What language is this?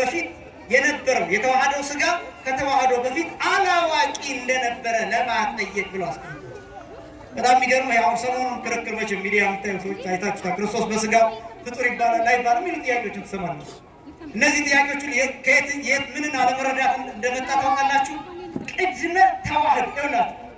Amharic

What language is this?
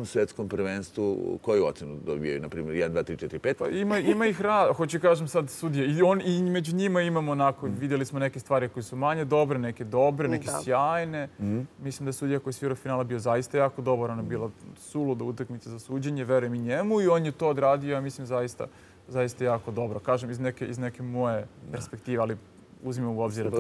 Serbian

